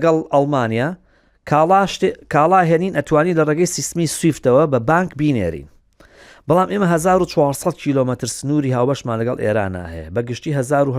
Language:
Central Kurdish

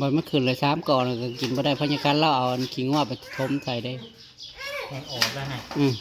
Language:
Northeastern Thai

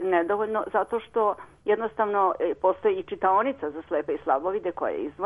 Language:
Serbian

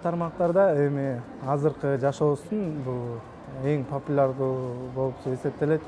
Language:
Kyrgyz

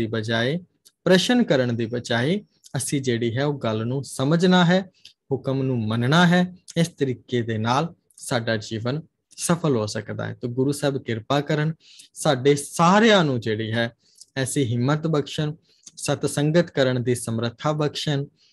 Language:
Punjabi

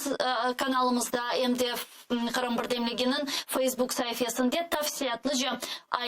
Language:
Crimean Tatar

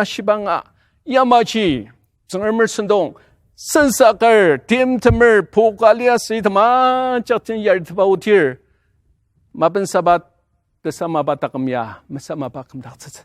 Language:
Ao Naga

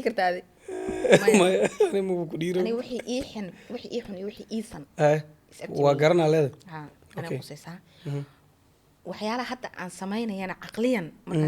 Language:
Somali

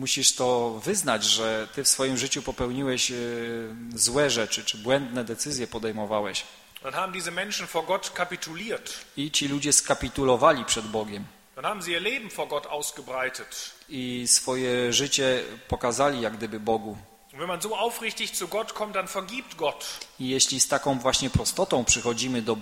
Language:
Polish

